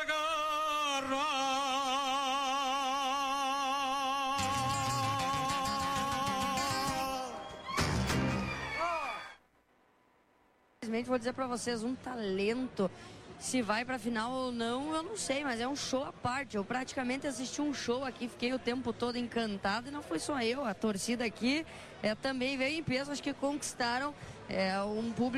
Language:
Portuguese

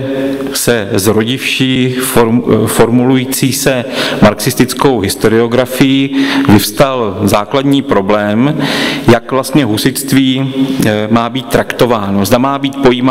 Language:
Czech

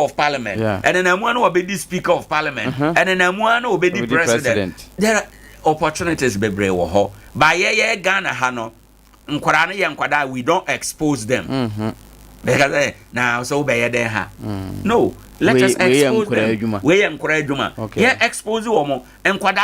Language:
Akan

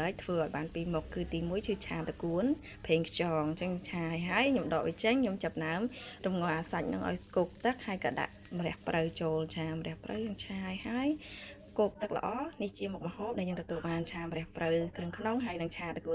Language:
Khmer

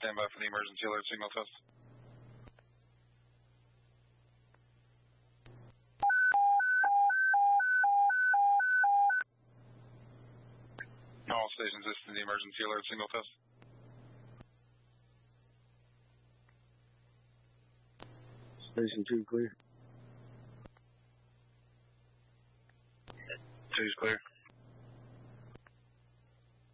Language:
English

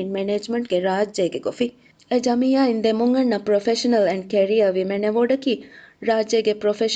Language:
Divehi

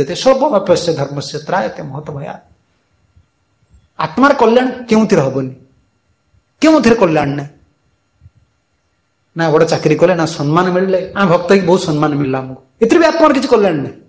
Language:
Odia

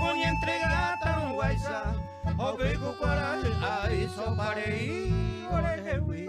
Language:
Guarani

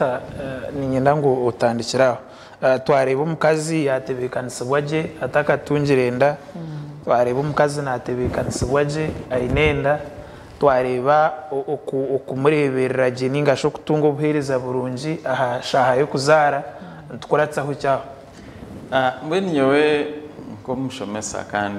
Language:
Nyankole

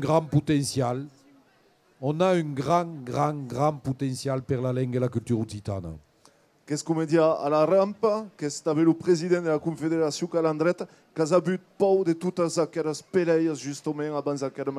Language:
Occitan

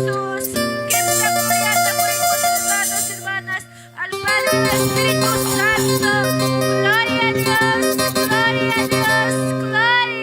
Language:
Ayacucho Quechua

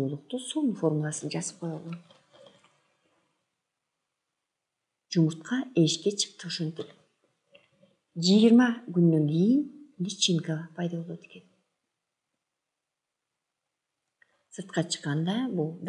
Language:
Kyrgyz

